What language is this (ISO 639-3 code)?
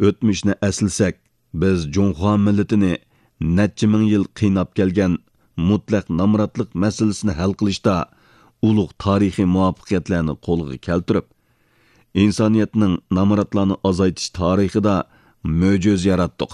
uig